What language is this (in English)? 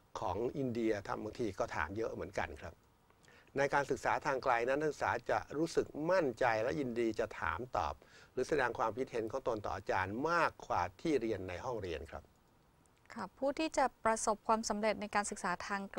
Thai